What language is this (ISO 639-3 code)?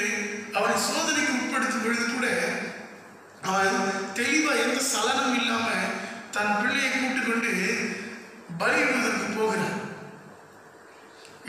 tam